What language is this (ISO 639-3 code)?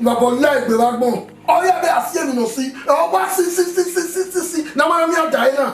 bin